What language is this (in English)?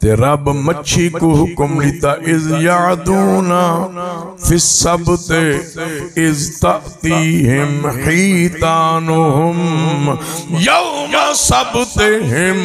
Saraiki